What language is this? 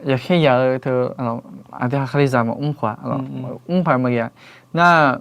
Akha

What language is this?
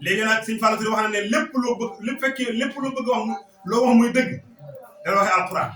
Wolof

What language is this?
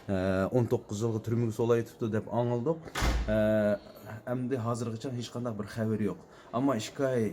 Uyghur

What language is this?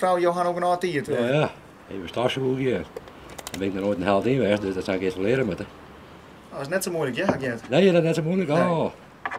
Western Frisian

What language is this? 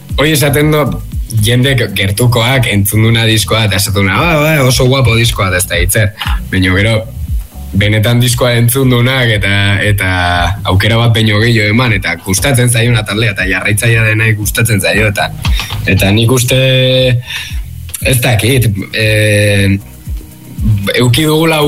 Basque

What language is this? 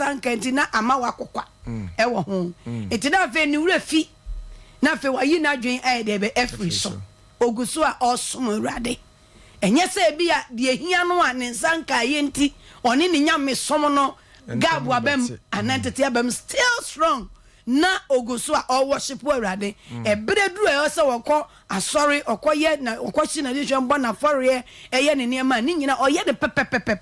Akan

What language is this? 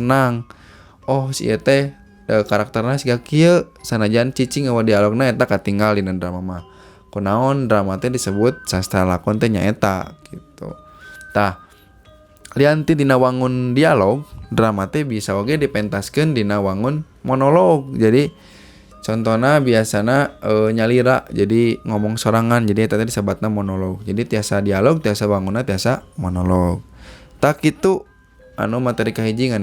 Sundanese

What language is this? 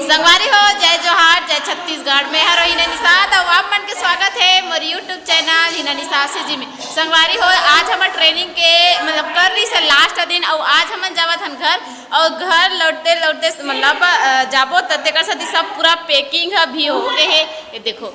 Chhattisgarhi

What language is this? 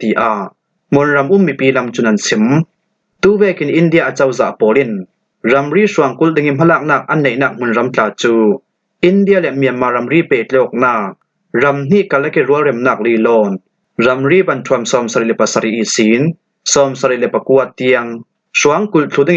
Falam Chin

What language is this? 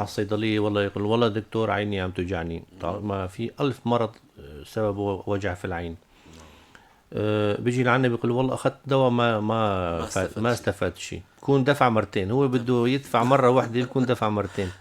North Levantine Arabic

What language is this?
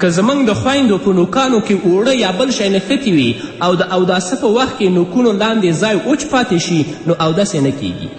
Pashto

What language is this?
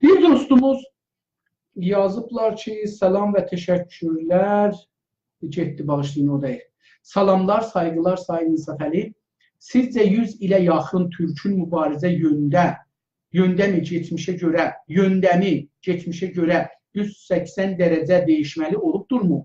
South Azerbaijani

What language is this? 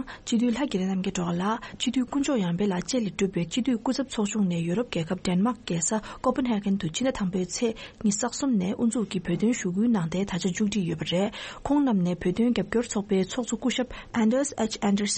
Tibetan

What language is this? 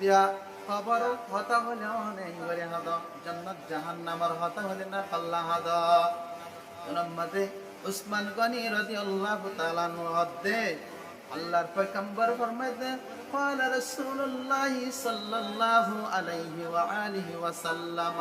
Rohingya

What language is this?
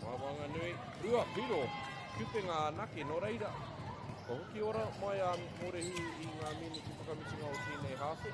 Māori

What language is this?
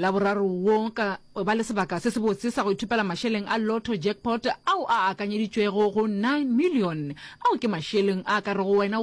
Northern Sotho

